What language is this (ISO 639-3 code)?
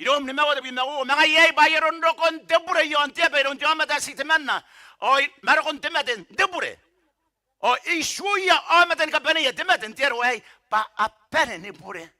gil